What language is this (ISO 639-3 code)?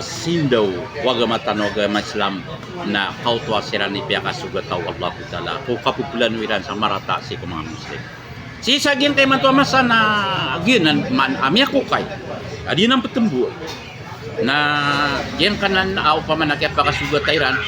mrw